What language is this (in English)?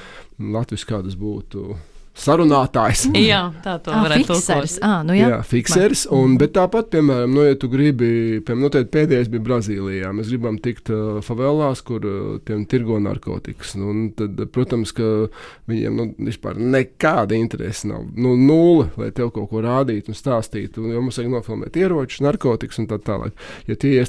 Latvian